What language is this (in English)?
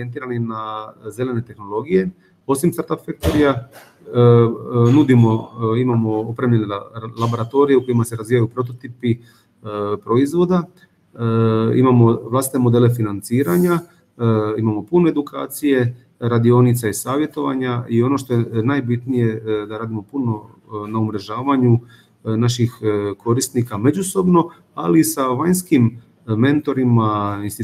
Croatian